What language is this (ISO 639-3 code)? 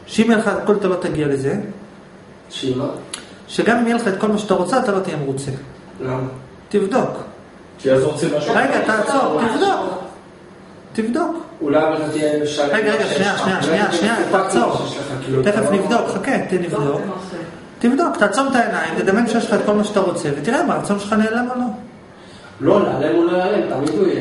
heb